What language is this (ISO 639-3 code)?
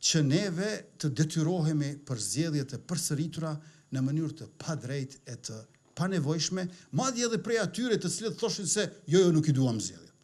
sqi